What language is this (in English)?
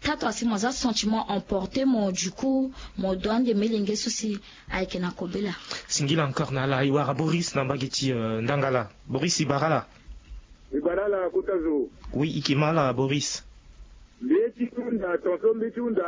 Sango